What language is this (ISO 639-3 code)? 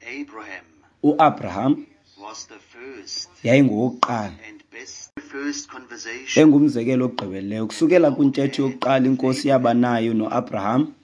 xho